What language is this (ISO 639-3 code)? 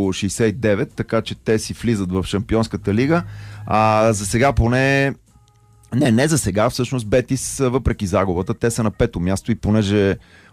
bul